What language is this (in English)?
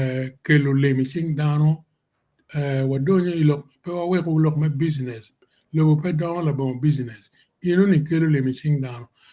Acoli